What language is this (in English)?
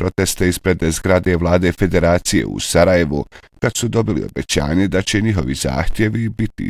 Bosnian